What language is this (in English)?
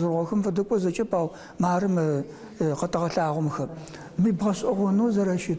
Adyghe